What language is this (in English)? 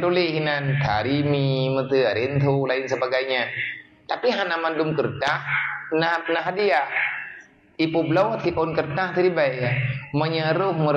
Achinese